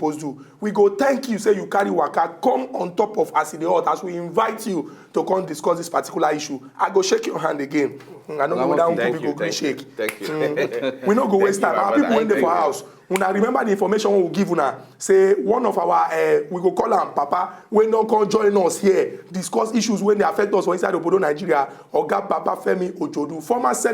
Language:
Nigerian Pidgin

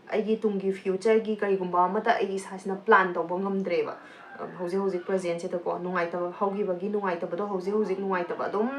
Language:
Manipuri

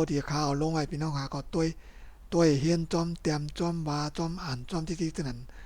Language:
Shan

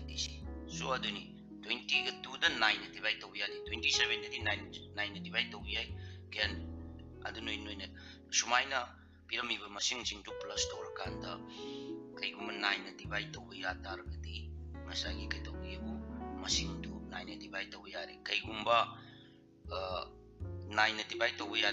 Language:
Manipuri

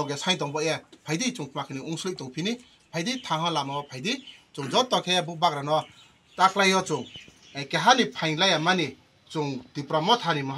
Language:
Kok Borok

